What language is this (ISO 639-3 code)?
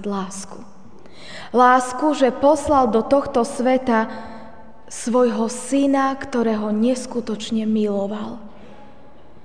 slk